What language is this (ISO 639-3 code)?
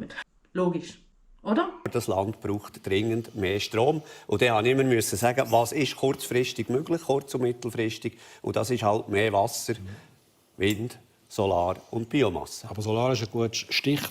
gsw